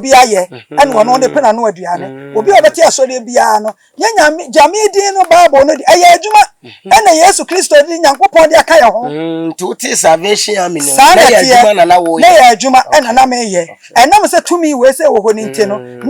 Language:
Akan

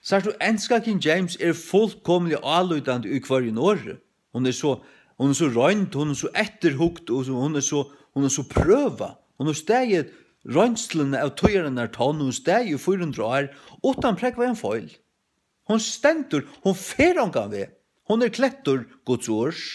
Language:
Faroese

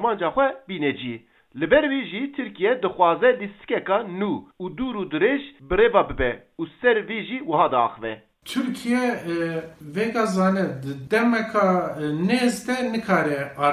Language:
Kurdish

